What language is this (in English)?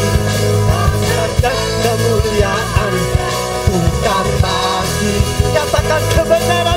Indonesian